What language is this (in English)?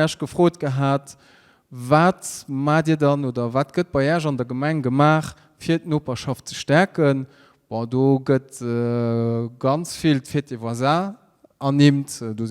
Luxembourgish